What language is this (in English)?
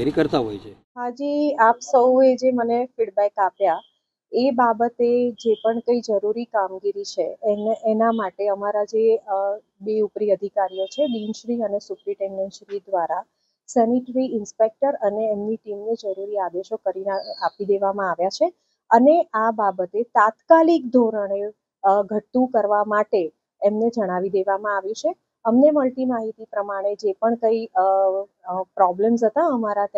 Gujarati